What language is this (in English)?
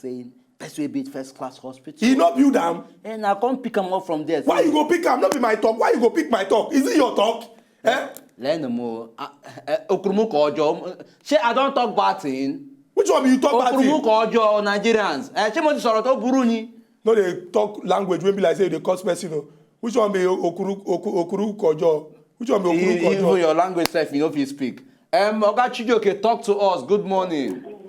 Nigerian Pidgin